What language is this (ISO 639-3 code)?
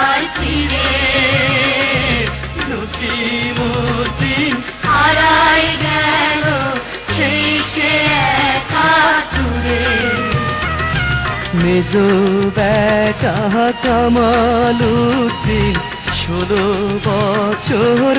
ben